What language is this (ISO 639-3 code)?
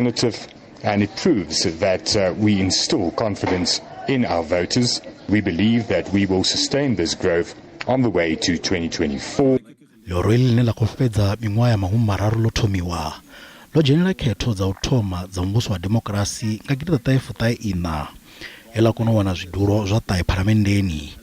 ven